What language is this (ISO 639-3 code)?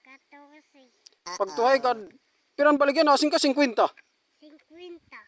war